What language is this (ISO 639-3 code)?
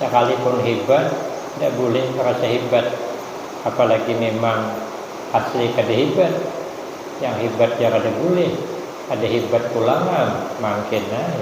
bjn